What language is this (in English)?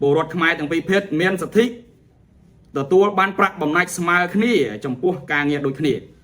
Khmer